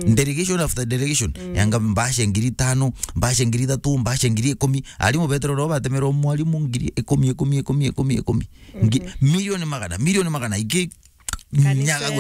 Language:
Meru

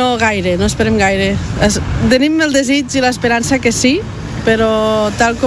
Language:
Catalan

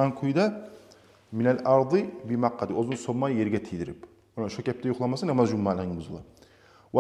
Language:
Kumyk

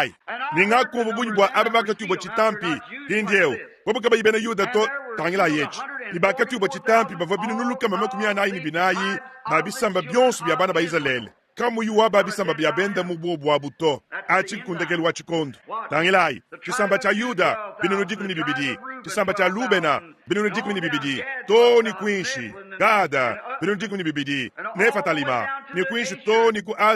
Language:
Luba-Lulua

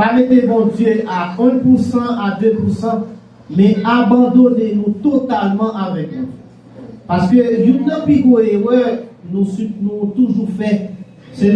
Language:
Haitian Creole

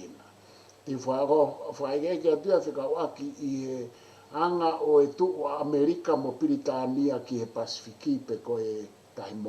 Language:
Tongan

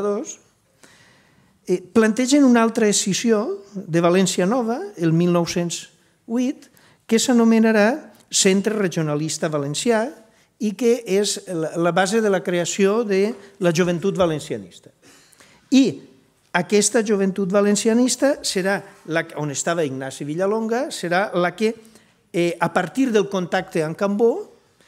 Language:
Catalan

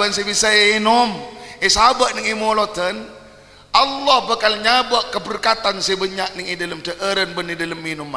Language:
Madurese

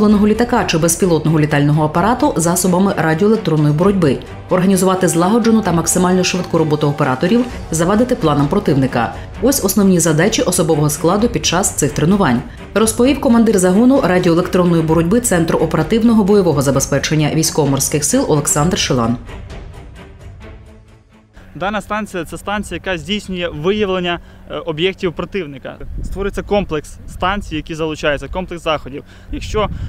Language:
Ukrainian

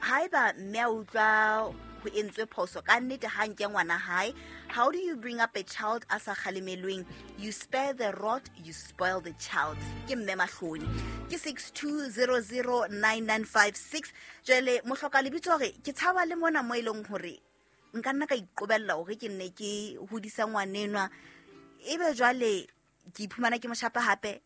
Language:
Southern Sotho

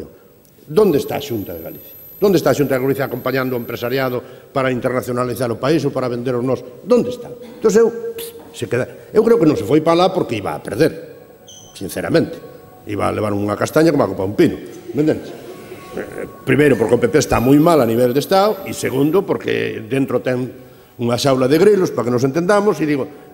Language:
Galician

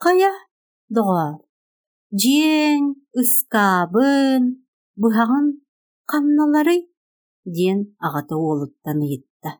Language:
Yakut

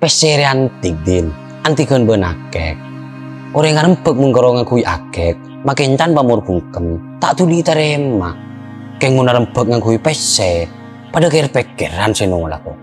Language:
Madurese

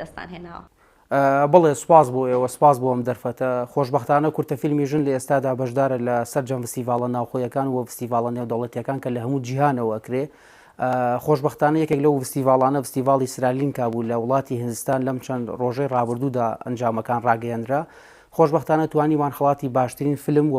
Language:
Central Kurdish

